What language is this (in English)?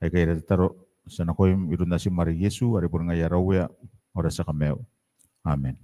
Gilbertese